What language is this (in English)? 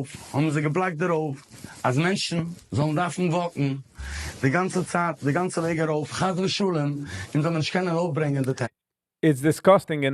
Yiddish